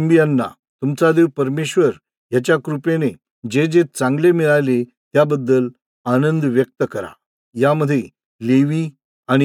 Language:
Marathi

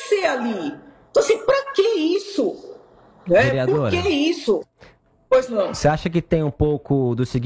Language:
Portuguese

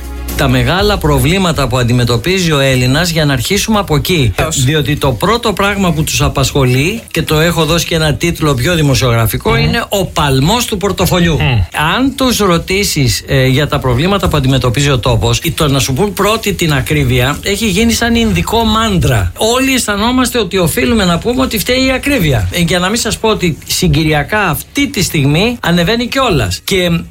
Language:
Greek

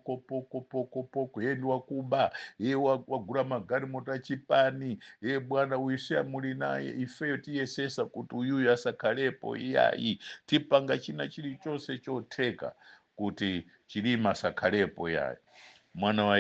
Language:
Nyanja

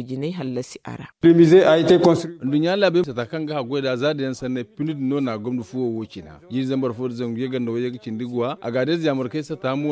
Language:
Zarma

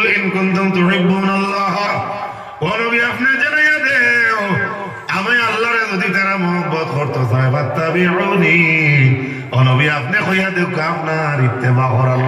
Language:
Sylheti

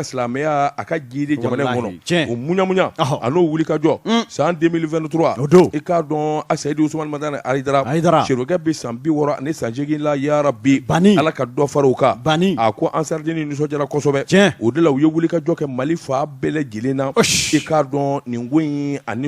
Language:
Bambara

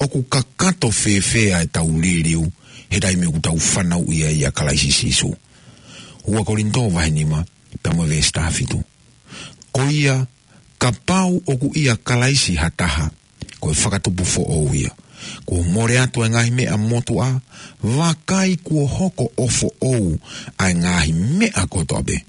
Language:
Tongan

